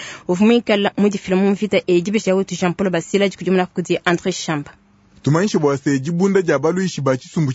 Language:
Luba-Lulua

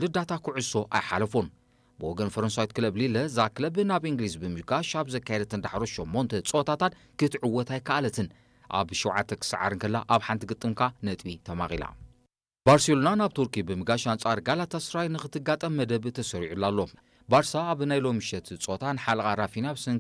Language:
Tigrinya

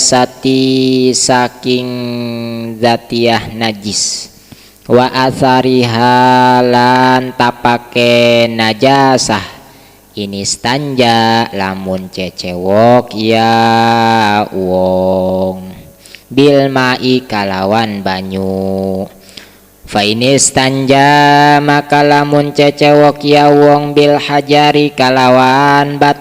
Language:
Sundanese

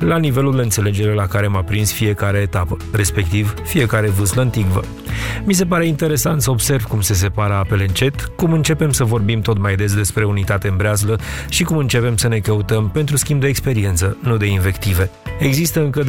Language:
Romanian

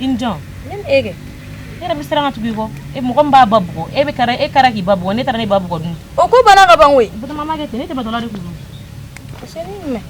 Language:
Bambara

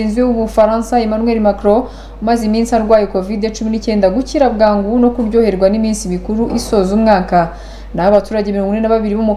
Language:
Kinyarwanda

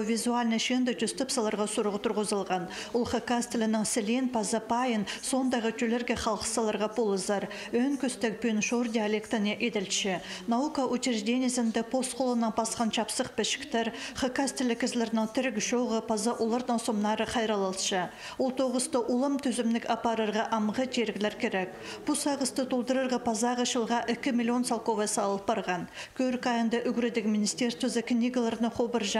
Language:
Khakas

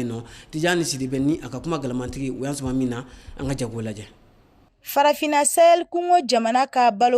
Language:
Bambara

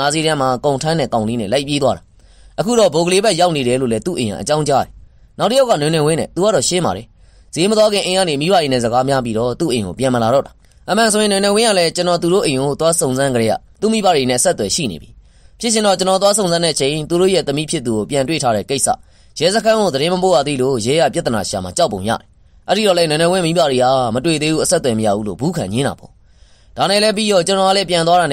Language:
Burmese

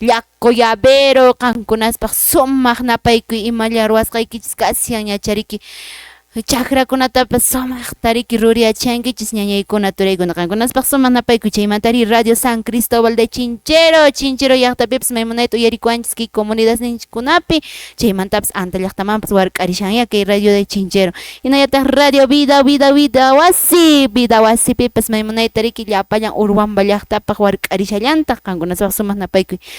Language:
Quechua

